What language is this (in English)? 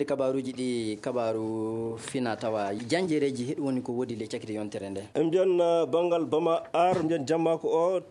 Fula